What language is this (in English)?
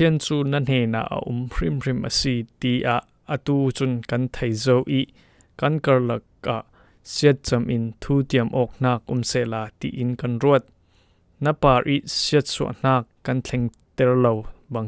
Falam Chin